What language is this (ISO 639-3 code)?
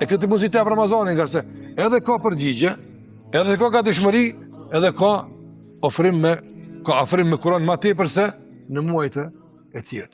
sqi